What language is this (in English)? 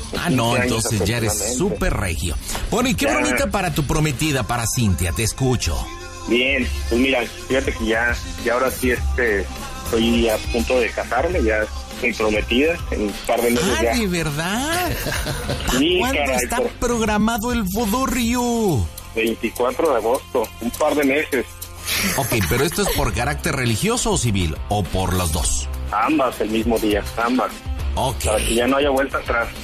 Spanish